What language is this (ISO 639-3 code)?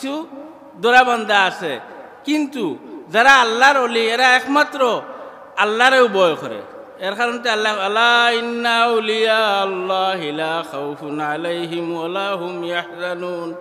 syl